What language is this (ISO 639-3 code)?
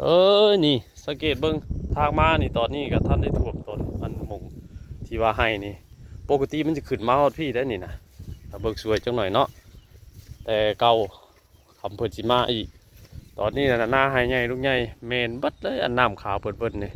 tts